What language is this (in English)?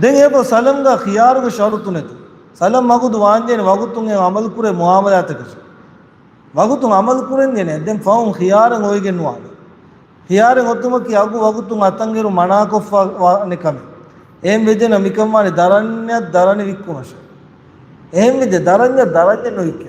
Divehi